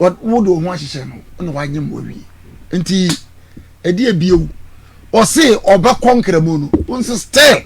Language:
Akan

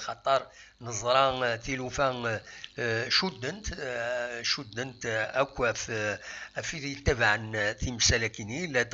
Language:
Kabyle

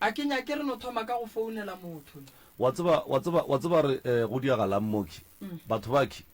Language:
Northern Sotho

